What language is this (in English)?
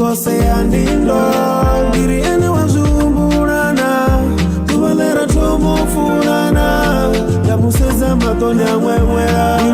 Venda